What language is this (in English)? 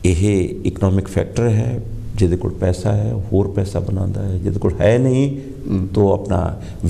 Punjabi